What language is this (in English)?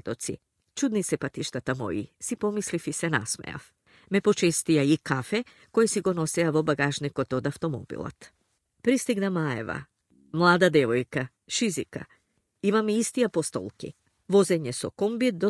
Macedonian